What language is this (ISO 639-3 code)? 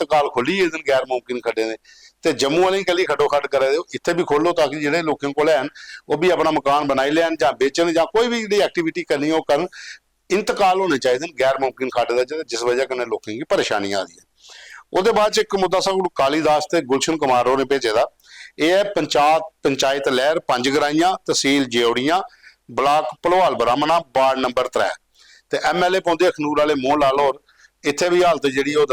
doi